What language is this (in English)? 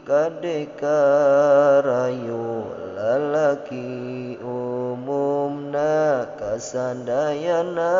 Sundanese